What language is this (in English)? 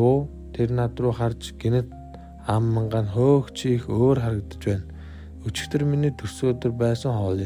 Mongolian